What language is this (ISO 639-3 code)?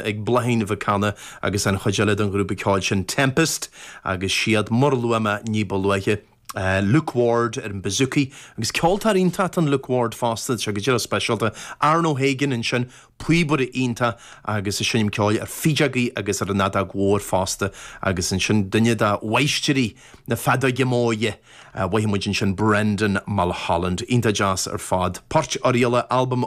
gle